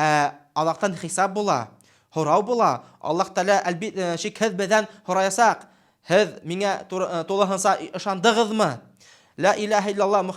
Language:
Bashkir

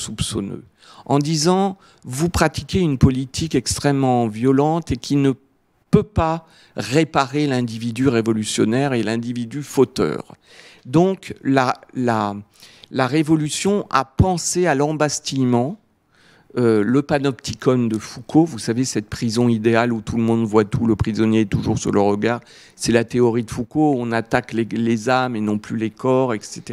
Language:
French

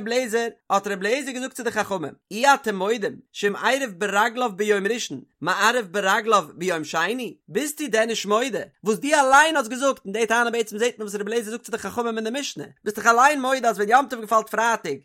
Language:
Yiddish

